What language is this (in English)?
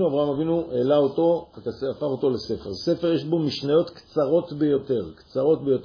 Hebrew